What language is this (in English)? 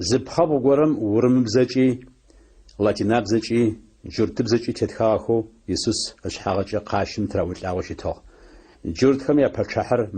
Adyghe